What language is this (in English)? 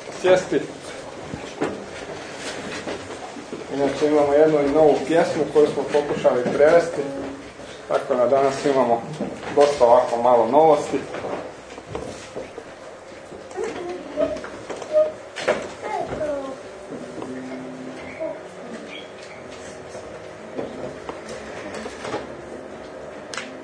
Croatian